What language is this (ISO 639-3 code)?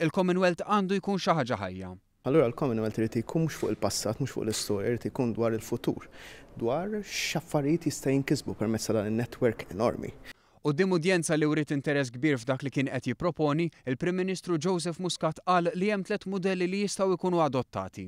mlt